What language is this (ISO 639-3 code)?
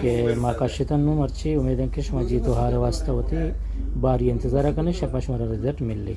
bal